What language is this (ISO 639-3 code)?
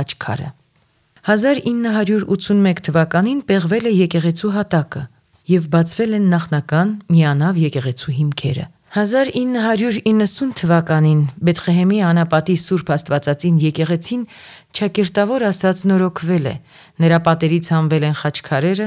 hye